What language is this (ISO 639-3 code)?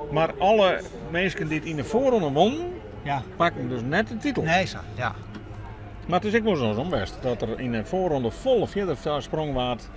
fry